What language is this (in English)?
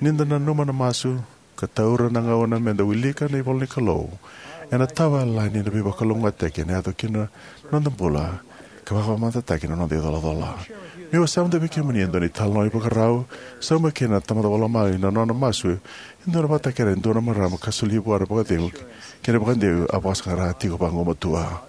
Fijian